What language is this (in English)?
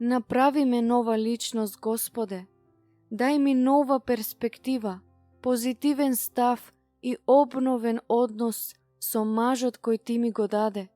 Macedonian